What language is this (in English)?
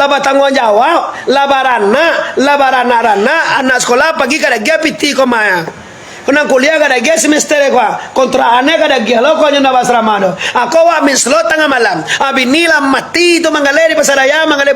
Minangkabau